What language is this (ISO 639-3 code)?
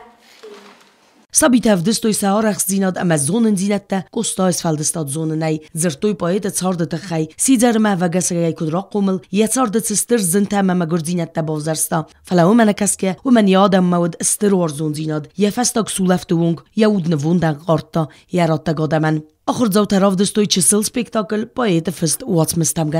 oss